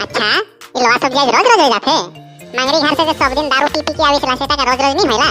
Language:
Sadri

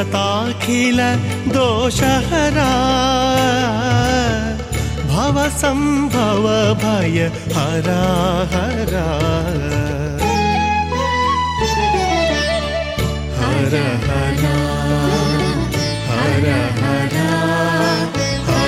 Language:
Kannada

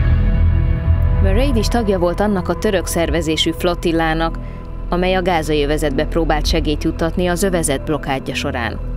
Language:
Hungarian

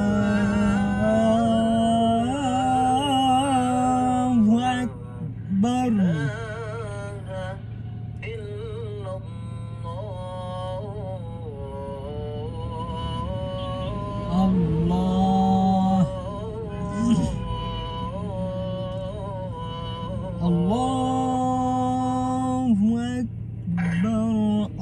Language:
Bangla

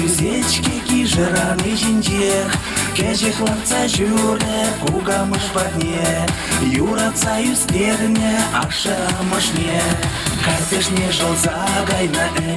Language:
Chuvash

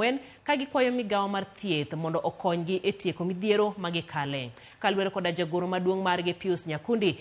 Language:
Luo (Kenya and Tanzania)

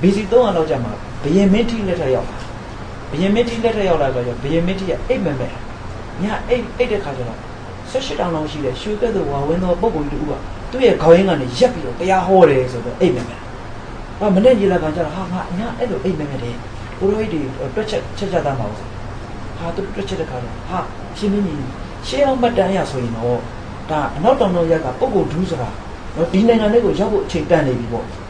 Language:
Burmese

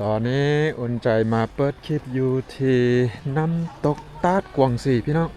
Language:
Lao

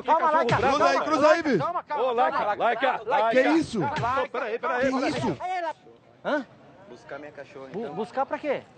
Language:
Portuguese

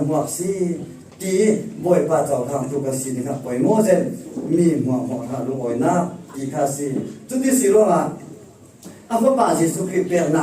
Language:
Falam Chin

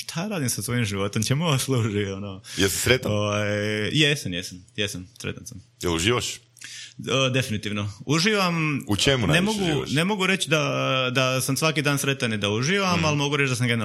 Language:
Croatian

